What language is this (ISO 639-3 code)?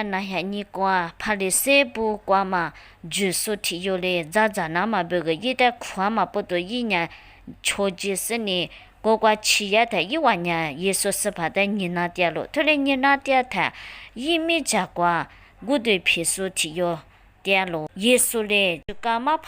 lis